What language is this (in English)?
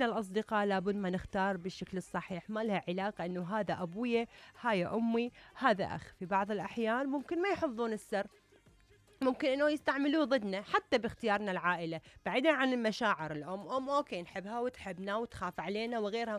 Mesopotamian Arabic